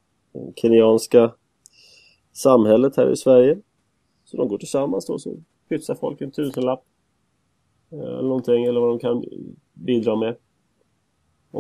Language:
Swedish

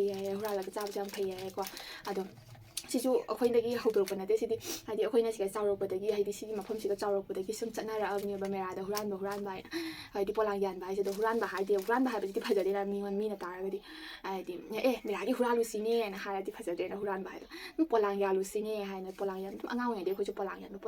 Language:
Manipuri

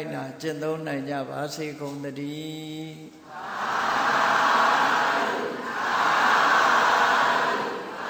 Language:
Burmese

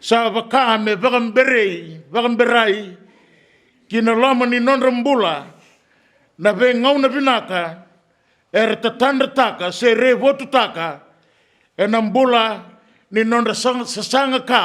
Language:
Fijian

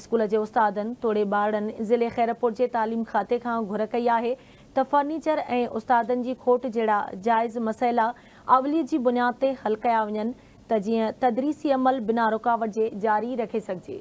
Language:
Sindhi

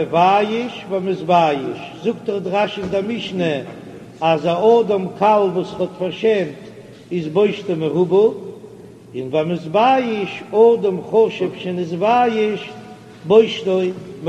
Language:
Yiddish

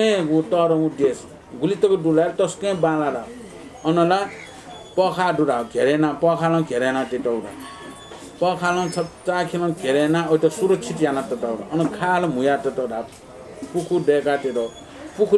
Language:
Newari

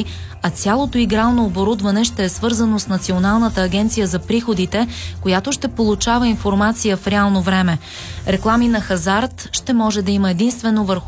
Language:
Bulgarian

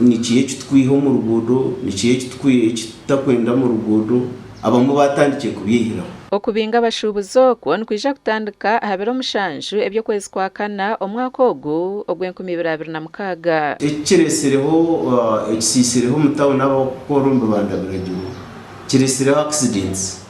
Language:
Nyankole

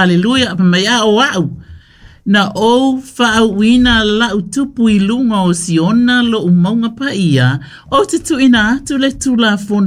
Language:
Samoan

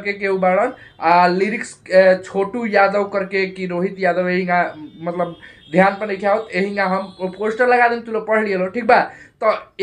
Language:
Bhojpuri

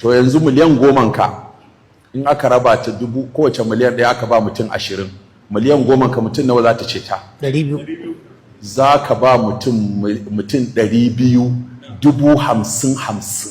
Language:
Hausa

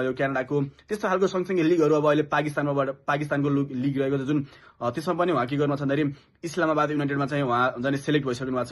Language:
Nepali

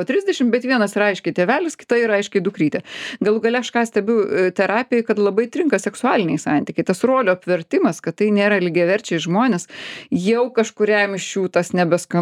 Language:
Lithuanian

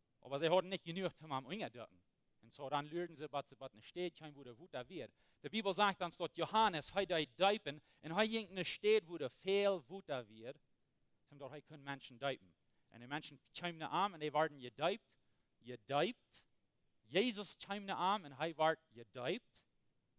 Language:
Plautdietsch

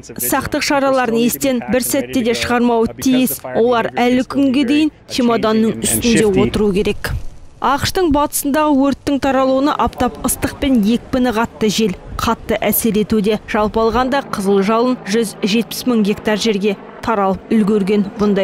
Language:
Kazakh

